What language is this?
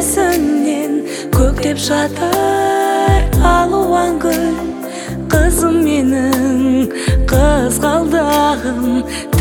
Kazakh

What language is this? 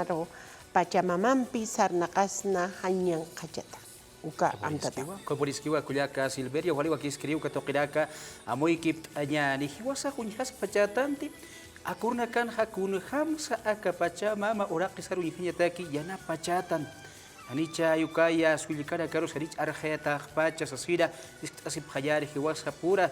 Aymara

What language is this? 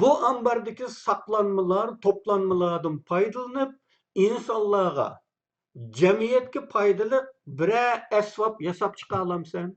Uyghur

